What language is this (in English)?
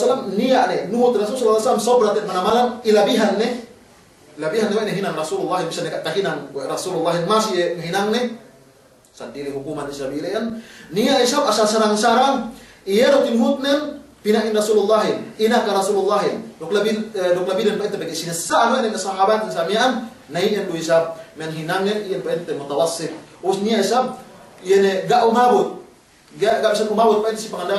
Yakan